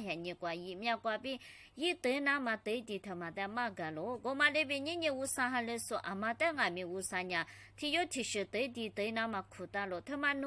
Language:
Lisu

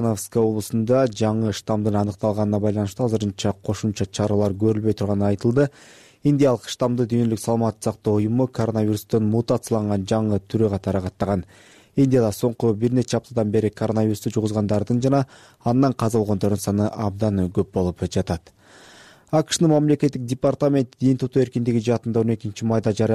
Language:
Kyrgyz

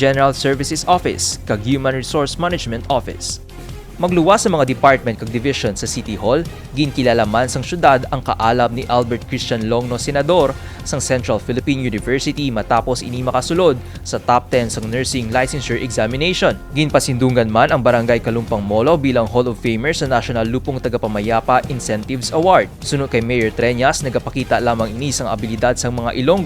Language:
Hiligaynon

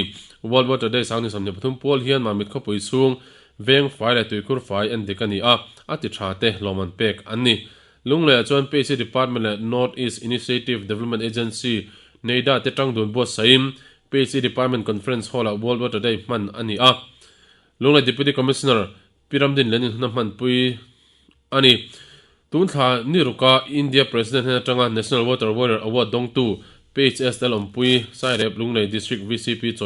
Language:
Mizo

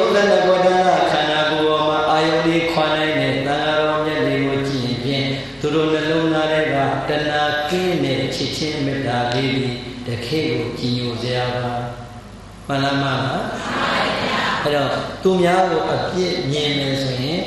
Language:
Burmese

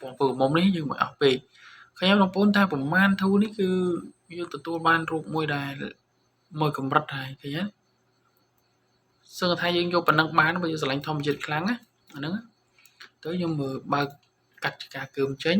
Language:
Khmer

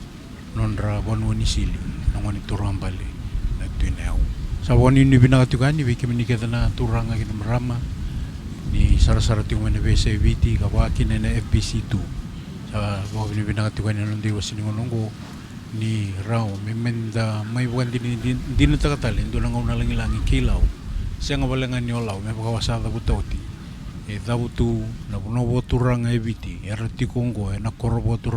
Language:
Fijian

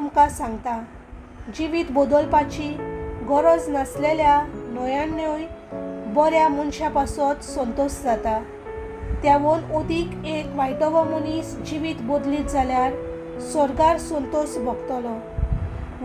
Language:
Konkani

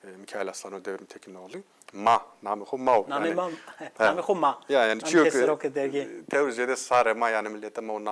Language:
Zaza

